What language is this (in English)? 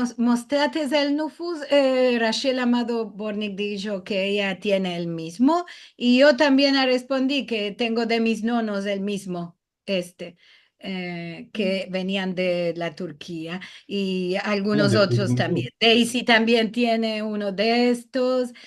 Ladino